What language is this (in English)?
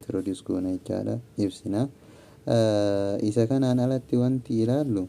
Oromo